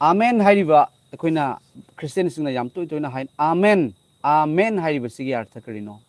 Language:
Manipuri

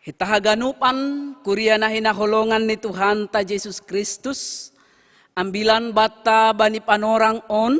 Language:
Batak Simalungun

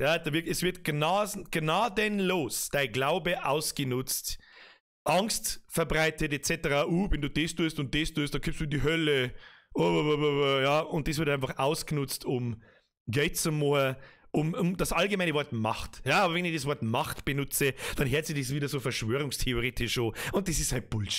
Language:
Bavarian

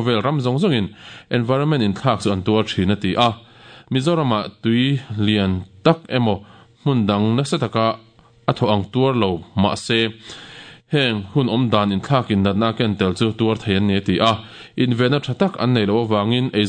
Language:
Mizo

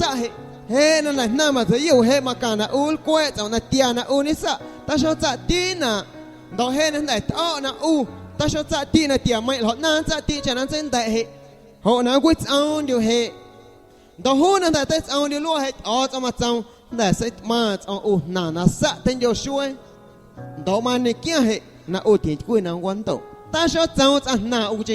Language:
Guerrero Amuzgo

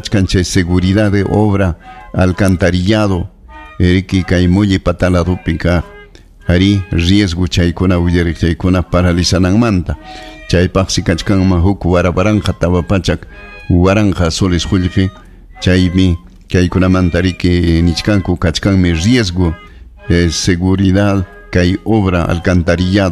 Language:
Ayacucho Quechua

